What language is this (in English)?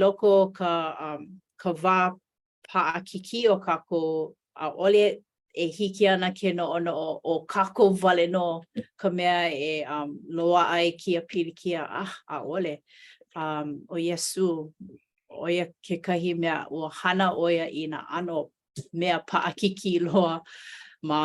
Hawaiian